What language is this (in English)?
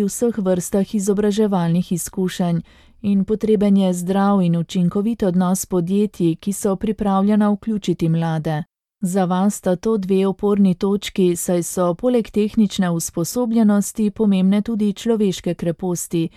Slovenian